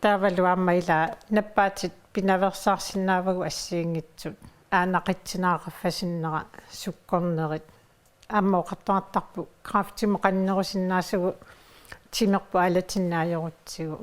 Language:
Kalaallisut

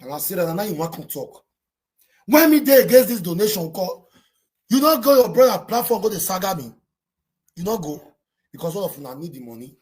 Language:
Nigerian Pidgin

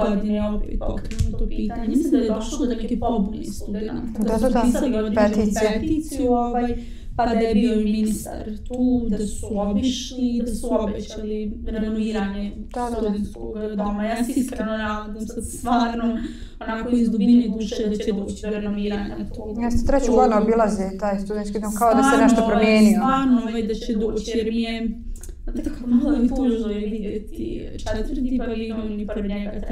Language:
Bosnian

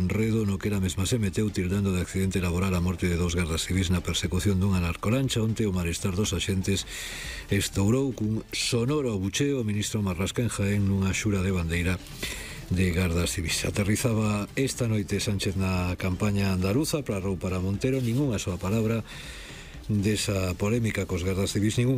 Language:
Galician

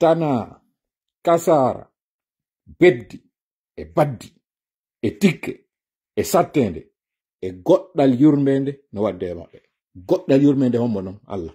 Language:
Pular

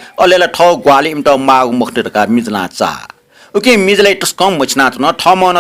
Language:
Newari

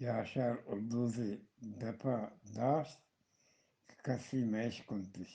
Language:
Eastern Balochi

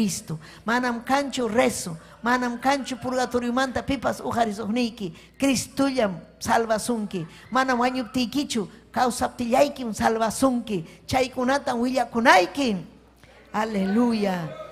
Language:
Ayacucho Quechua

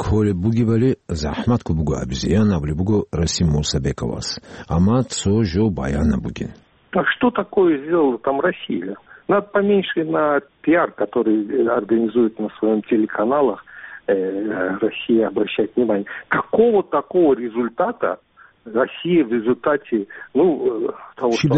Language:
Avaric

